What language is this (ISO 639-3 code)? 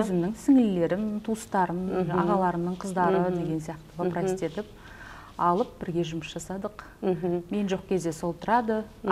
kaz